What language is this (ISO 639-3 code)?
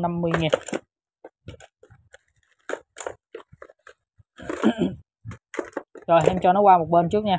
vie